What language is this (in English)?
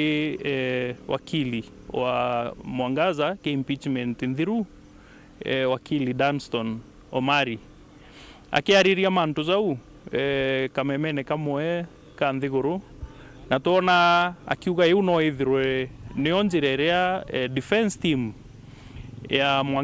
Meru